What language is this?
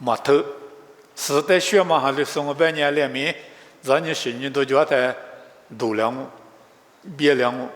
Lisu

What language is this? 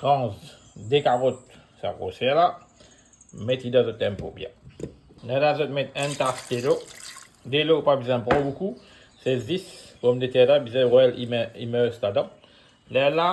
Morisyen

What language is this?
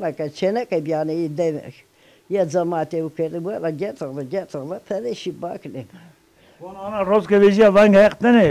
Zaza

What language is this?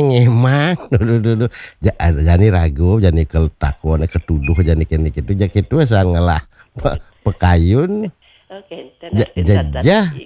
Balinese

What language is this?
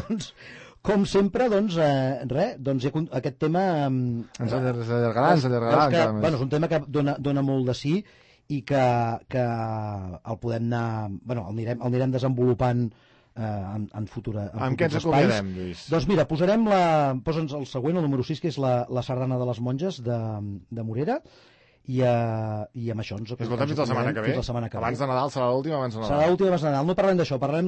Catalan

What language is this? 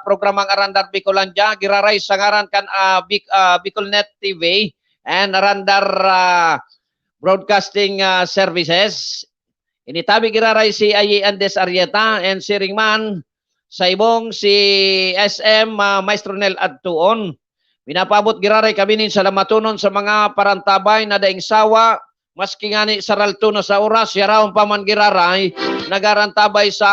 Bikol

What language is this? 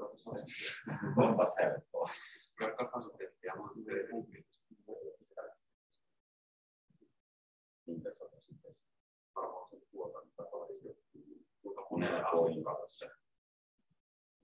Finnish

